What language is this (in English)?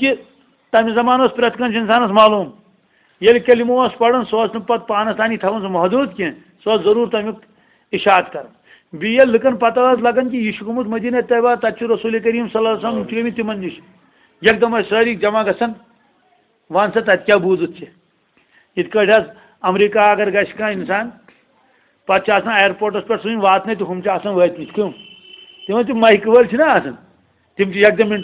Kashmiri